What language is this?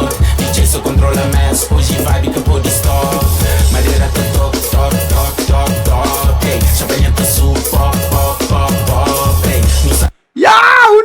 Kabuverdianu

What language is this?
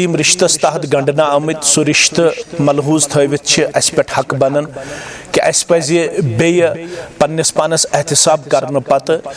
Kashmiri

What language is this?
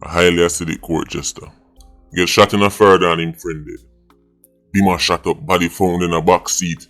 Jamaican Creole English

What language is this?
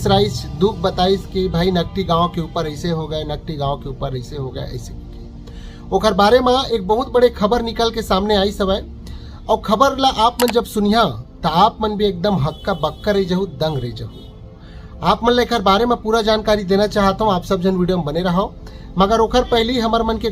Chhattisgarhi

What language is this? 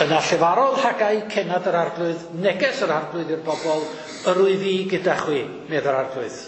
Welsh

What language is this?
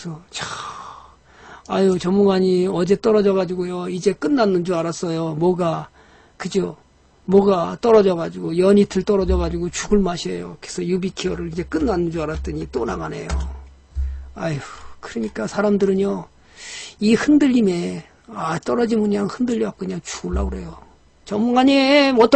Korean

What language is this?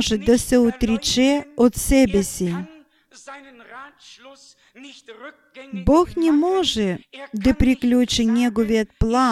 Bulgarian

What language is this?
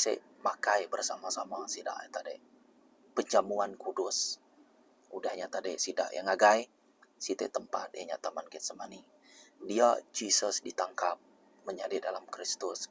Iban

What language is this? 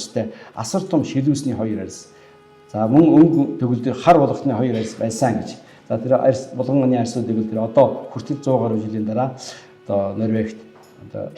Mongolian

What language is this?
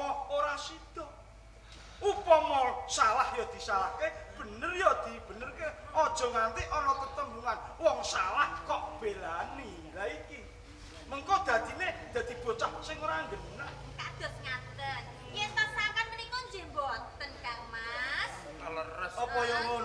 Javanese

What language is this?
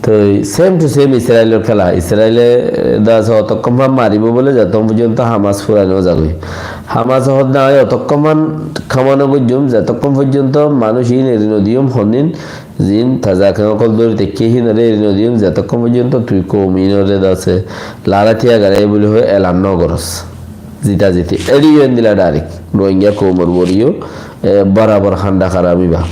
Rohingya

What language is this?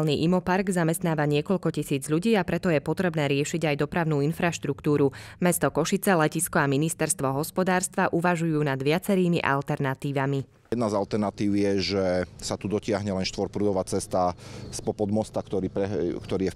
Slovak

